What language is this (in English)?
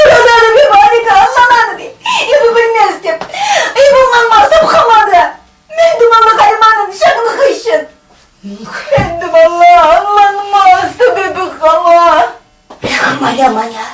Chuvash